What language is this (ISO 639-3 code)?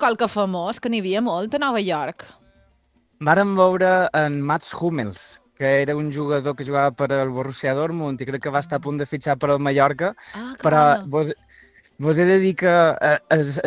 cat